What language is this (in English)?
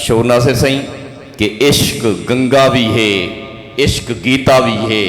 Saraiki